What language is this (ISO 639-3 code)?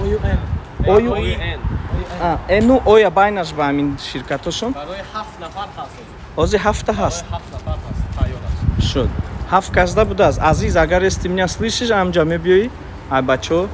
tgk